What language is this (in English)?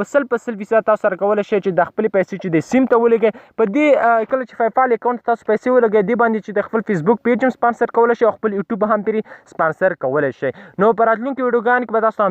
Pashto